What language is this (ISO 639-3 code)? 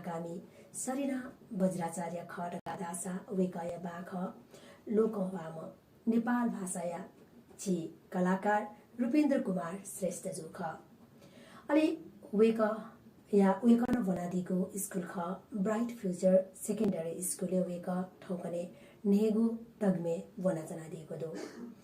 new